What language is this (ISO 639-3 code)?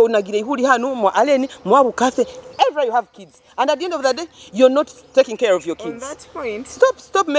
nyo